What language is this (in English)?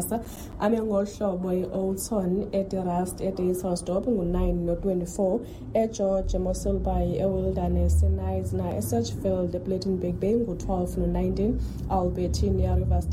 Xhosa